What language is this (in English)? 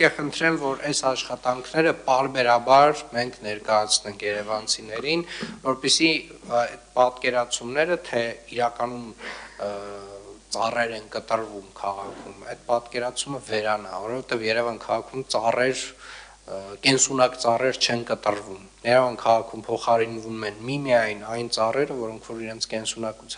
Armenian